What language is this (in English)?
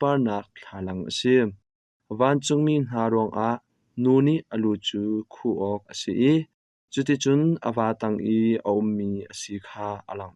Hakha Chin